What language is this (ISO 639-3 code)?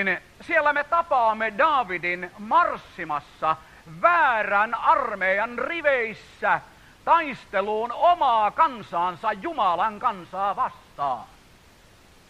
fin